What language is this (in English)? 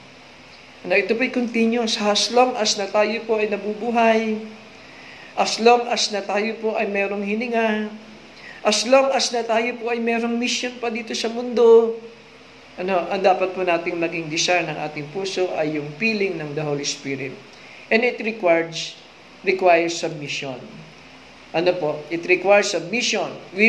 Filipino